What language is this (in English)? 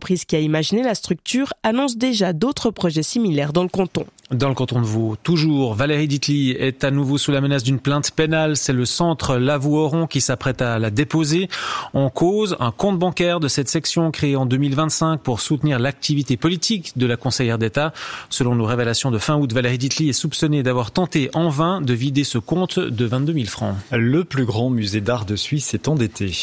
French